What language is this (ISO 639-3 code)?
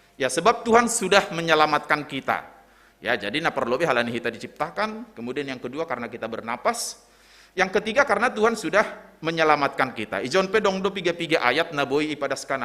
bts